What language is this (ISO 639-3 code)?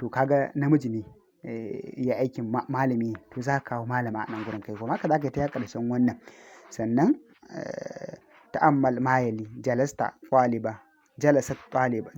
hau